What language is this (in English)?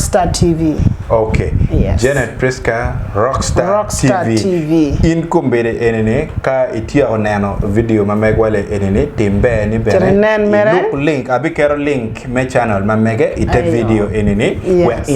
Acoli